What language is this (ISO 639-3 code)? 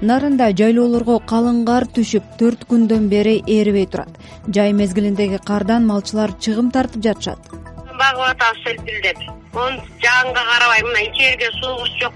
kir